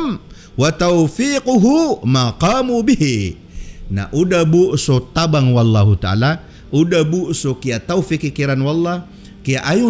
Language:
Maranao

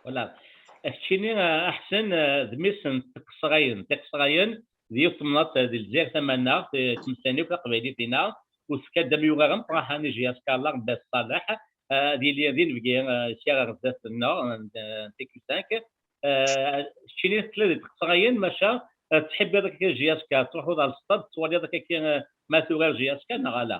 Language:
Kabyle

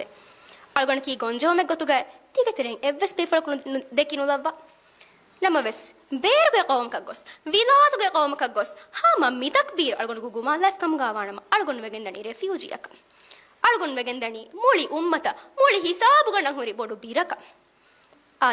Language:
Divehi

